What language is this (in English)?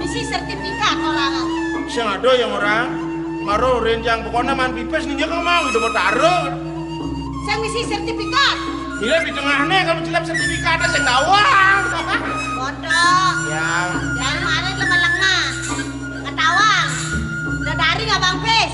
Balinese